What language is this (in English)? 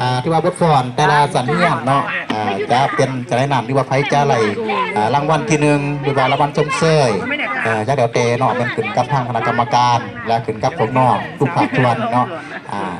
Lao